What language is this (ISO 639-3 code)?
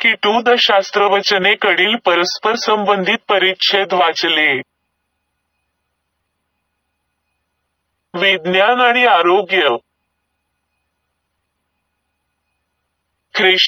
mar